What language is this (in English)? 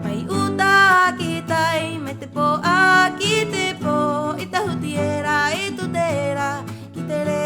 Rapanui